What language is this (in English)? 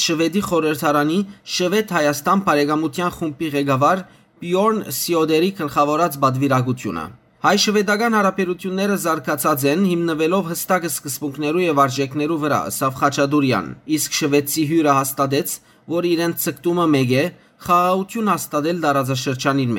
Western Armenian